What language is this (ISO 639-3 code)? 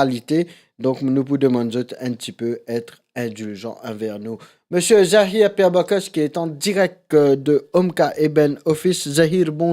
mfe